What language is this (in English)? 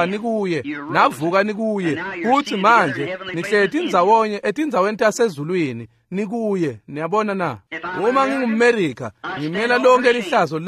Swati